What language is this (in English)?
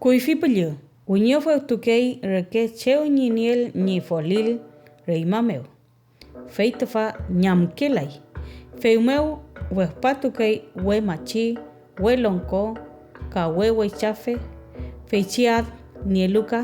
Mapuche